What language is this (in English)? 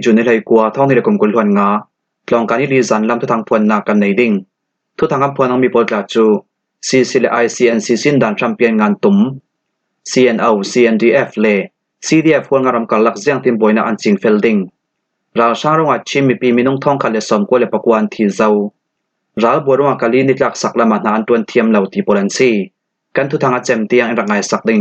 Falam Chin